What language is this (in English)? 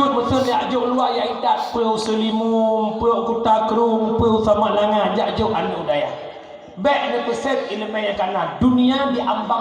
Achinese